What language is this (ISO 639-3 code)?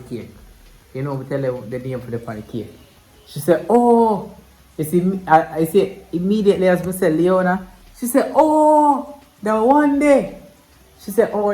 jam